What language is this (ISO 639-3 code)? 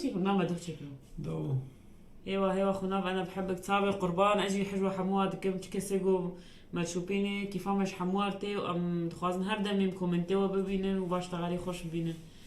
apc